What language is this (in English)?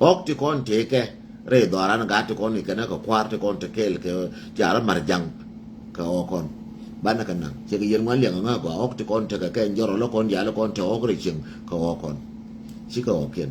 Nuer